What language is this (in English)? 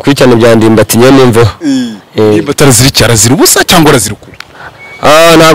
Kinyarwanda